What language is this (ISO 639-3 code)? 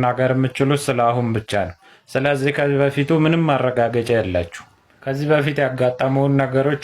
amh